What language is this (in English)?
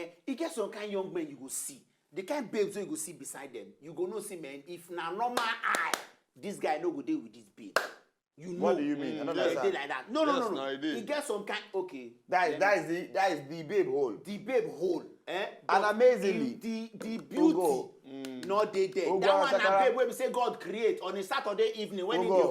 Nigerian Pidgin